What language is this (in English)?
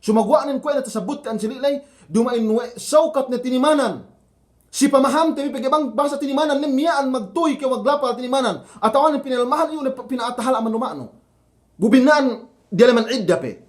Yakan